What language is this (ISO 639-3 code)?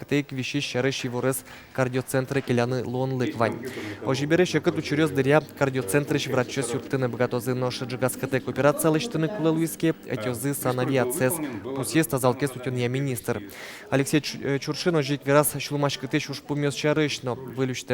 udm